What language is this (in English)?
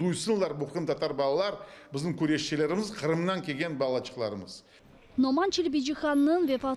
Crimean Tatar